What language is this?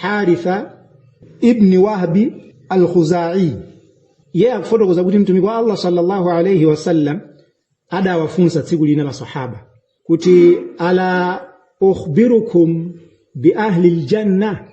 Nyanja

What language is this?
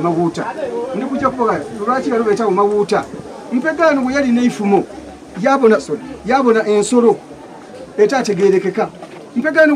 Soga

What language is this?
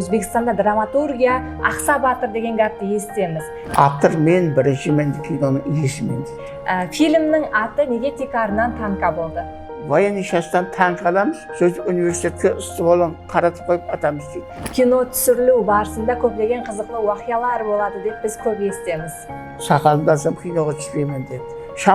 Kara-Kalpak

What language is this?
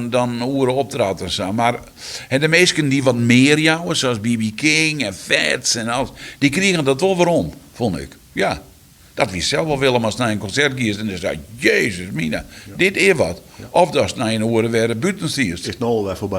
Western Frisian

